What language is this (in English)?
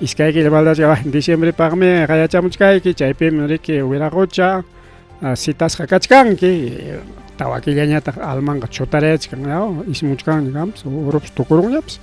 Ayacucho Quechua